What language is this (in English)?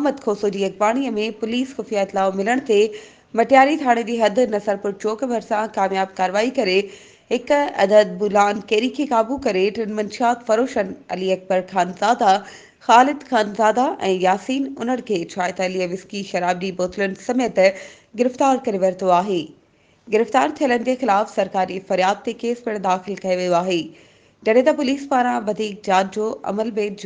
Sindhi